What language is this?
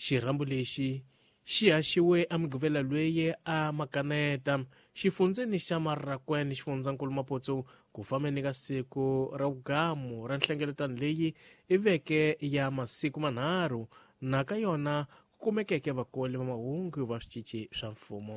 Tsonga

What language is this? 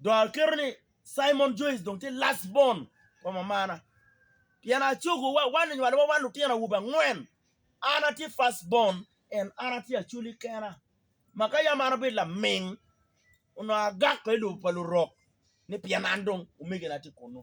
Acoli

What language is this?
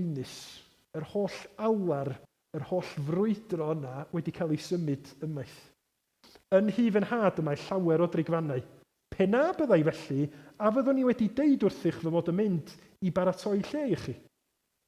Welsh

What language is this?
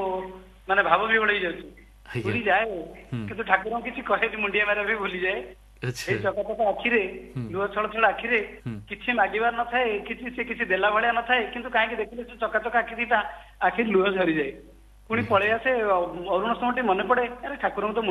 Odia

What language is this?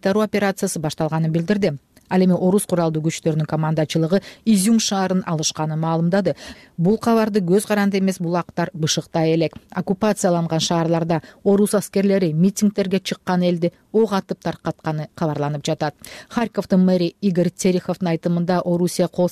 Kyrgyz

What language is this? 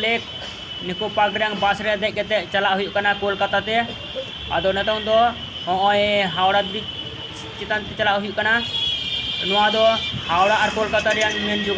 Santali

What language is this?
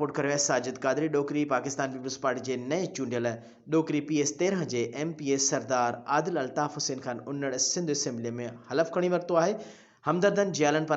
Sindhi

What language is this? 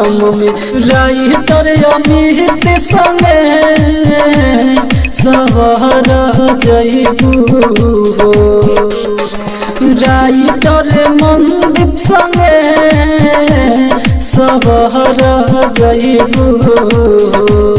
Bhojpuri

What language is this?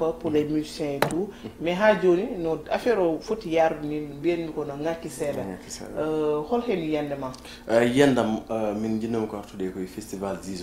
Fula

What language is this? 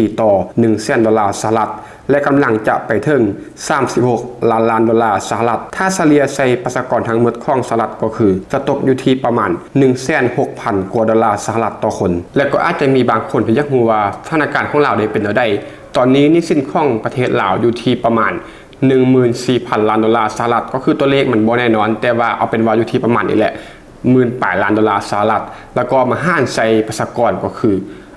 Lao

